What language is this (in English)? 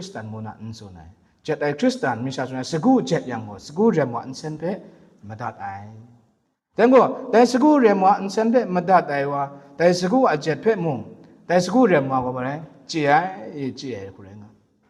Kachin